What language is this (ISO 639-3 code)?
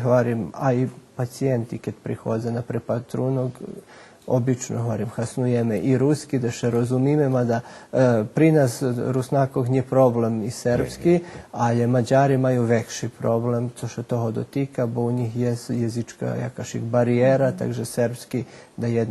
rue